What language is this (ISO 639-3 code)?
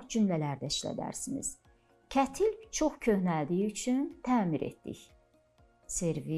aze